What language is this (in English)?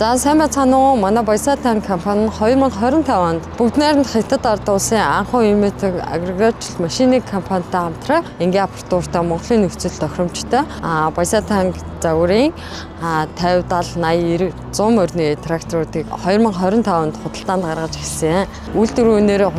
Mongolian